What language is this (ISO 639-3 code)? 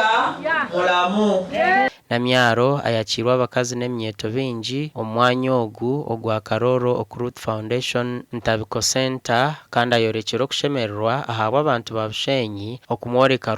nyn